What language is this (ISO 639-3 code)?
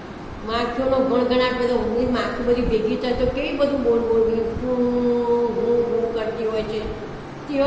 guj